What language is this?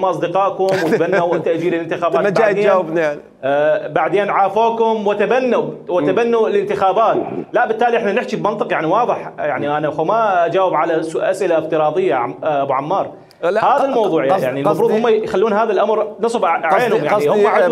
Mesopotamian Arabic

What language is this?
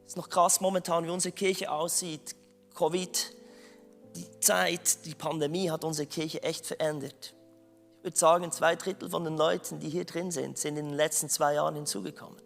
Swiss German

